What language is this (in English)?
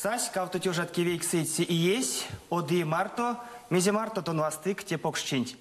Erzya